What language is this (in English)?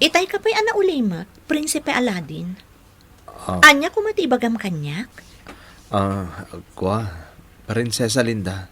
Iloko